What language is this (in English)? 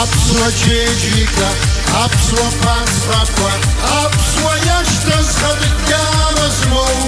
Abkhazian